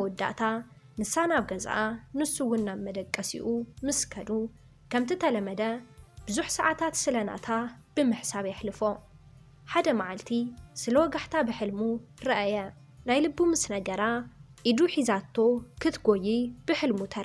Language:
Tigrinya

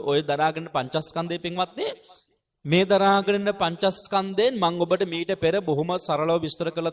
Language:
Sinhala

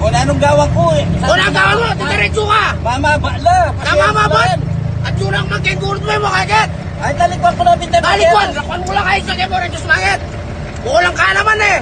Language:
Pampanga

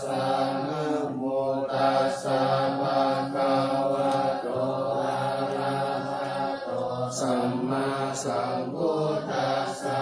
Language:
Pali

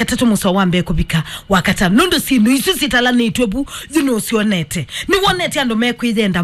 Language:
Kamba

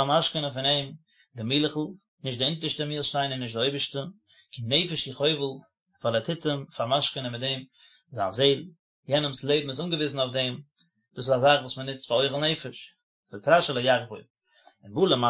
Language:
Yiddish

